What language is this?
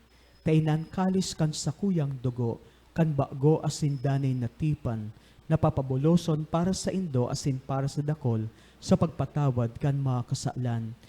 Bikol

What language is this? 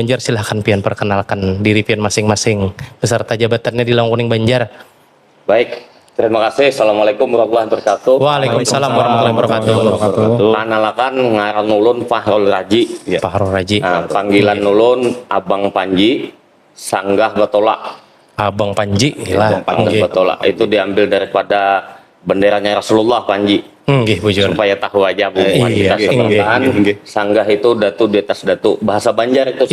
Banjar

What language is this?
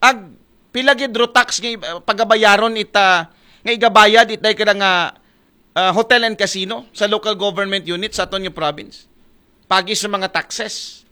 Aklanon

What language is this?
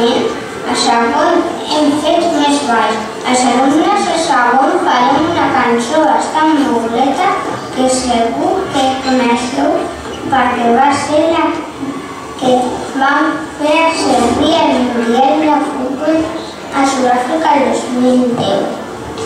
Catalan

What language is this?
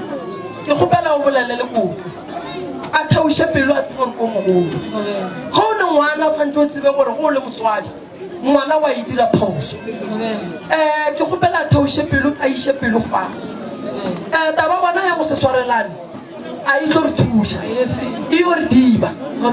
Northern Sotho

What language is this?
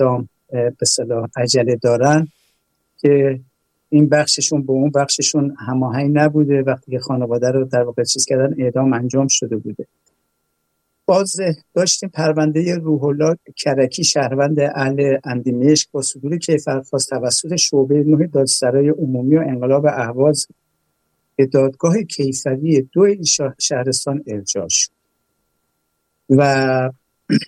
Persian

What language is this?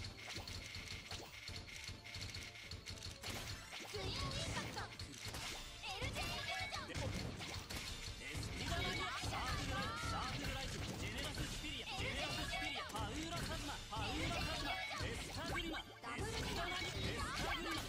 Japanese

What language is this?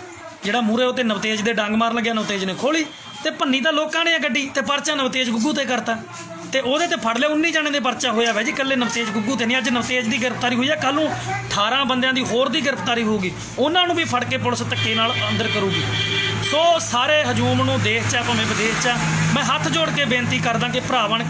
Punjabi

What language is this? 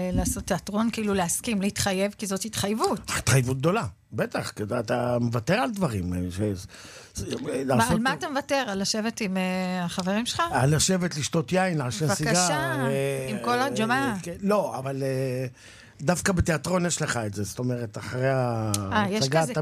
Hebrew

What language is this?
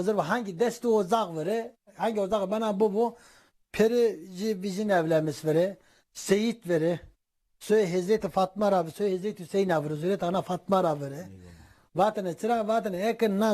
Zaza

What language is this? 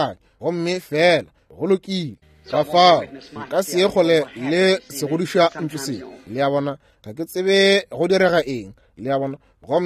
Northern Sotho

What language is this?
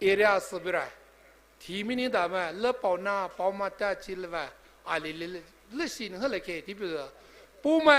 Poumei Naga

